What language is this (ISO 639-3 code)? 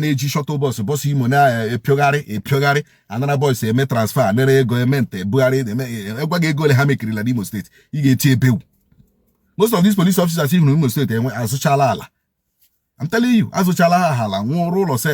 ibo